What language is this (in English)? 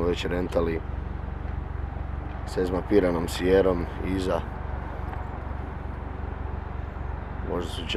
Croatian